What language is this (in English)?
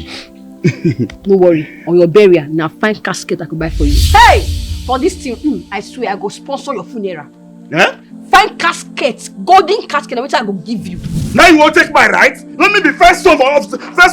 Nigerian Pidgin